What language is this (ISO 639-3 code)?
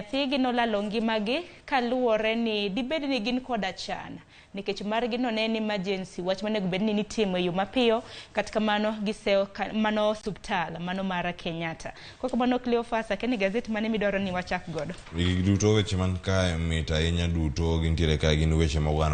luo